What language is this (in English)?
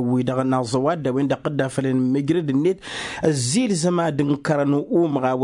Tamasheq